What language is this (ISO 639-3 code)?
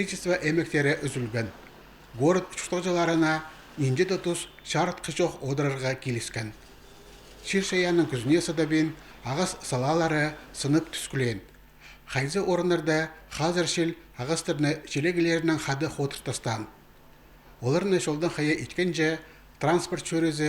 kjh